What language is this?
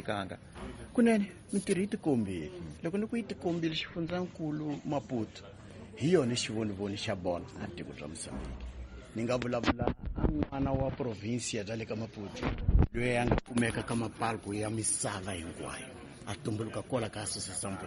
Tsonga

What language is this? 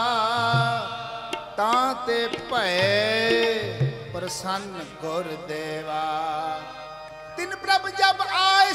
Punjabi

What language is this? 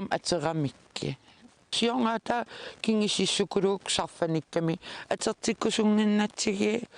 Kalaallisut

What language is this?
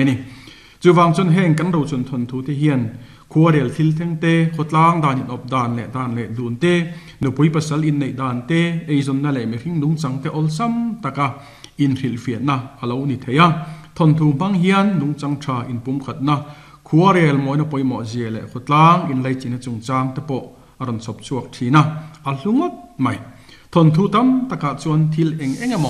Mizo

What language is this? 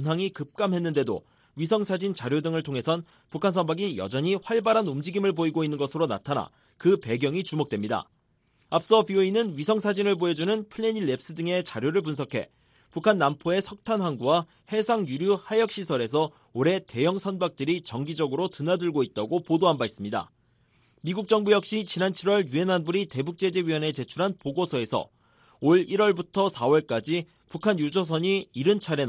Korean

